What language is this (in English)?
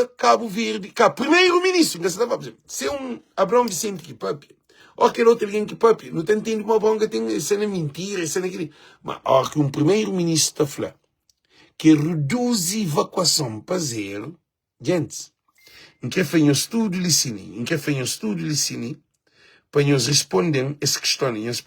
Kabuverdianu